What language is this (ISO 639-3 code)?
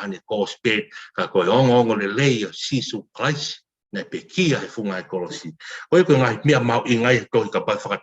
ton